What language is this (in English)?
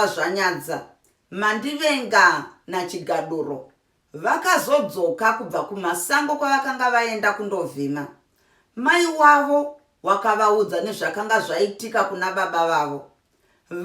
Shona